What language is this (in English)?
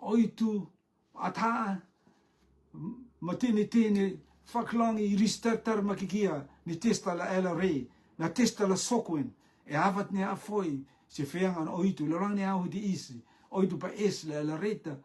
Rotuman